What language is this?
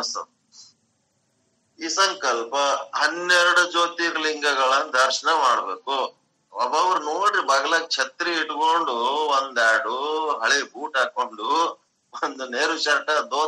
Kannada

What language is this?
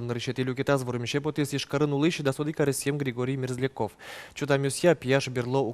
Udmurt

